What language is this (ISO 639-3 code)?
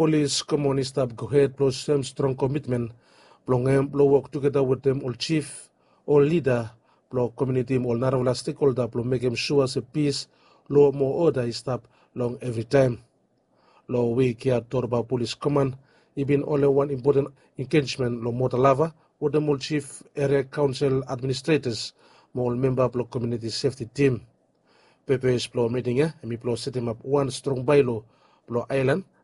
bis